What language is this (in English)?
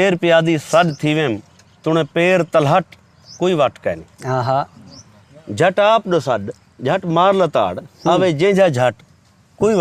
Saraiki